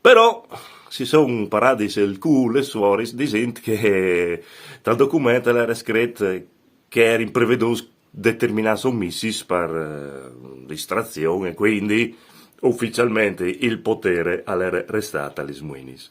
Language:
Friulian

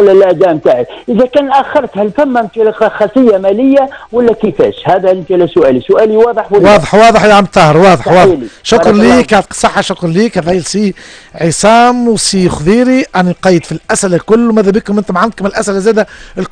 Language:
Tunisian Arabic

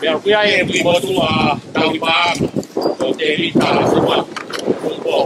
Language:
Tongan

